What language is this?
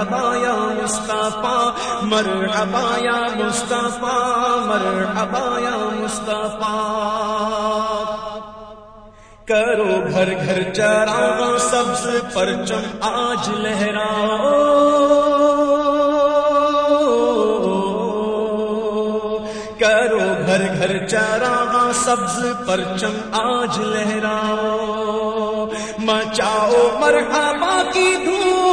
Urdu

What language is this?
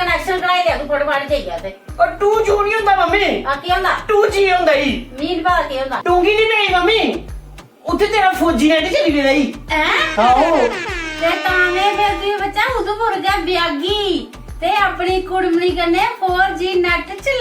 Dogri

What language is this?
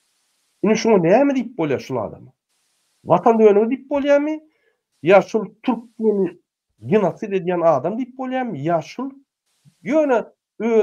Turkmen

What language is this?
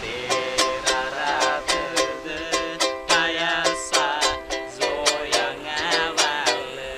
Nias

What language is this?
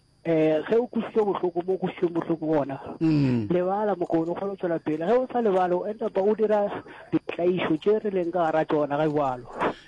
Northern Sotho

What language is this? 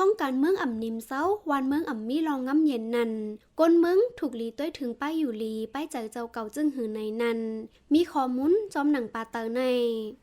Shan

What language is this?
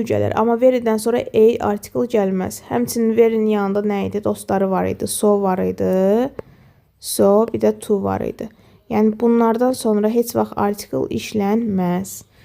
Azerbaijani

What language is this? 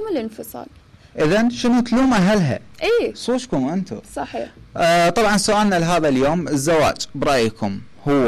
Mesopotamian Arabic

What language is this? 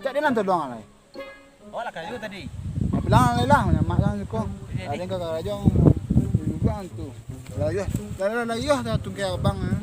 Minangkabau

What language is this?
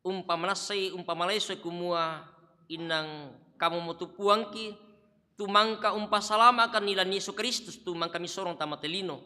Toraja-Sa'dan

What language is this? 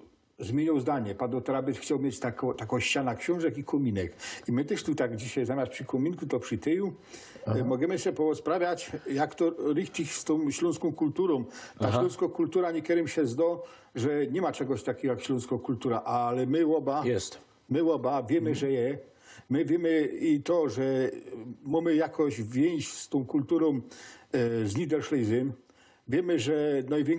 Silesian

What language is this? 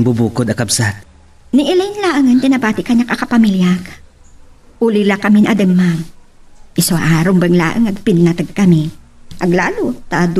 Iloko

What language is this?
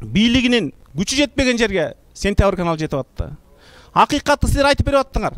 Kyrgyz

